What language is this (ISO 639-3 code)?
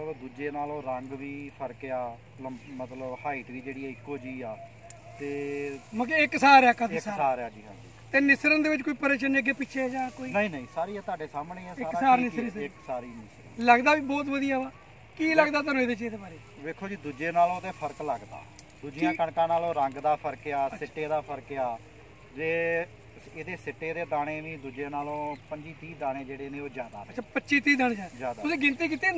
pan